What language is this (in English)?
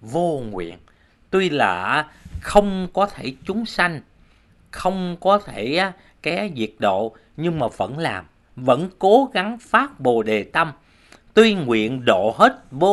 Vietnamese